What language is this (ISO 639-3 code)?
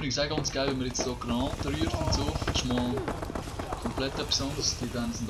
gsw